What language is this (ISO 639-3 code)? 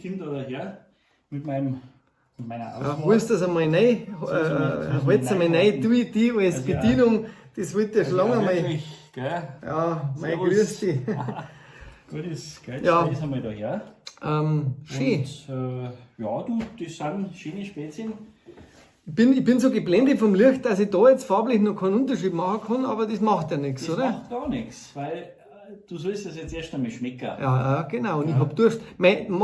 bar